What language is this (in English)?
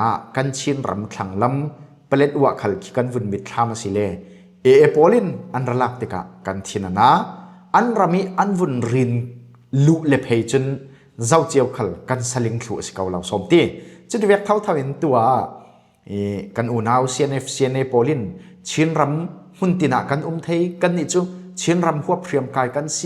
Falam Chin